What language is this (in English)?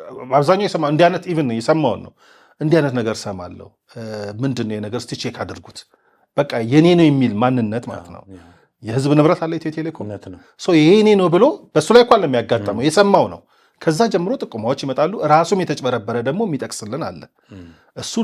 Amharic